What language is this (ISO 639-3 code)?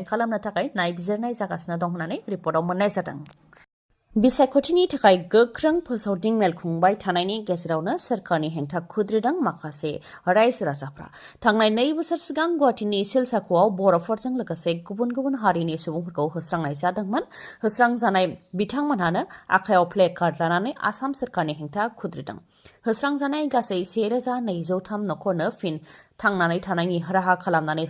brx